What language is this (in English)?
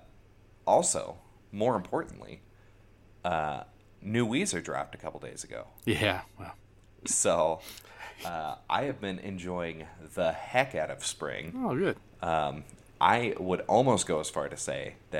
English